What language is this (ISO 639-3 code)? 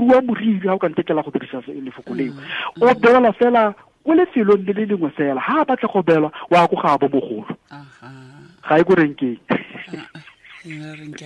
tsn